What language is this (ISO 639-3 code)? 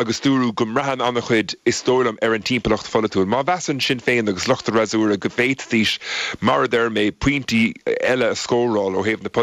gle